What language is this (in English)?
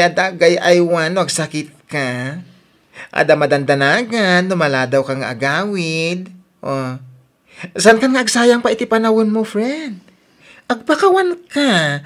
Iloko